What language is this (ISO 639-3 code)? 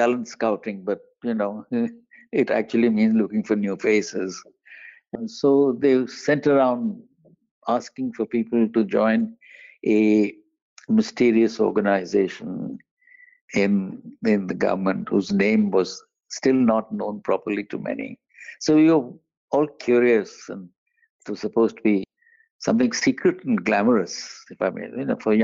eng